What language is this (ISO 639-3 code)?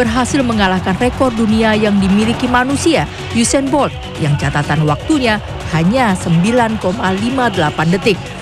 ind